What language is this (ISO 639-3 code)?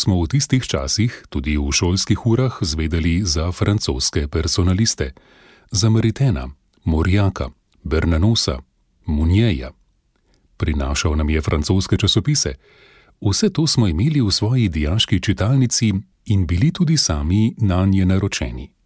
slv